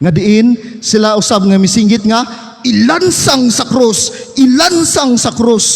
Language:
Cebuano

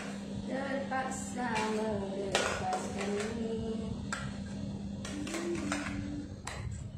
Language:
Malay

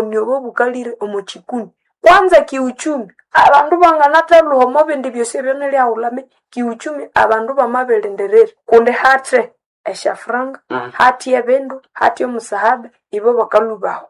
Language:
Nande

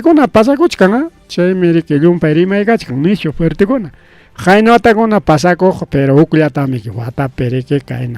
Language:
Ayacucho Quechua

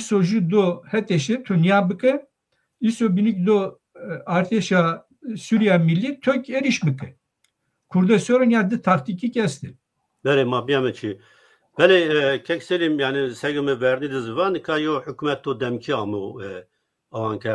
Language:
Zaza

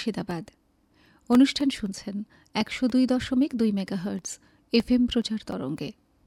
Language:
Bangla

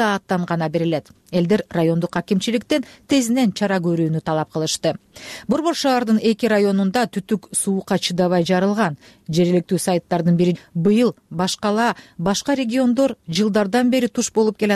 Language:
Kyrgyz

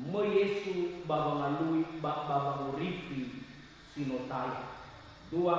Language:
Nias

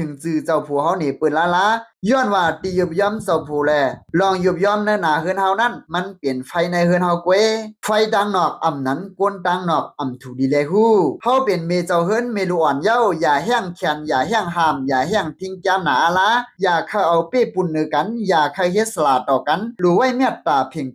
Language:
Shan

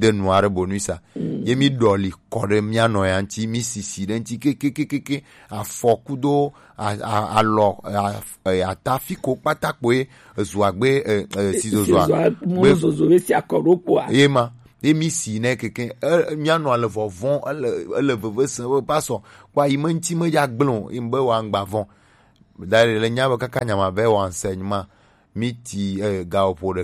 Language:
Gen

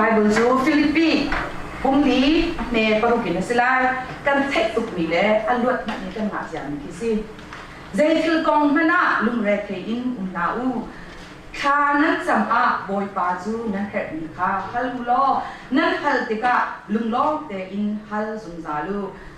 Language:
Hakha Chin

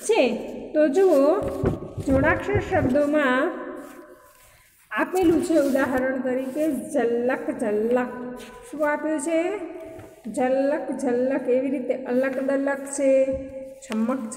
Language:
Gujarati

